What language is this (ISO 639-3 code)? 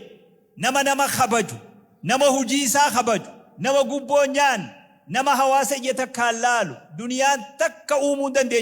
orm